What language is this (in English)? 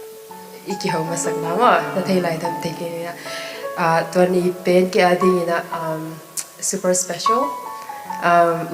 Tedim Chin